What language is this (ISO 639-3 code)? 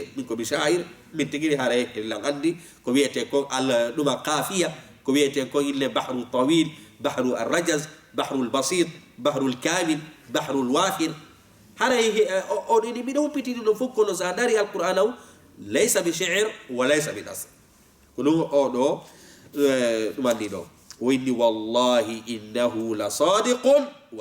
ful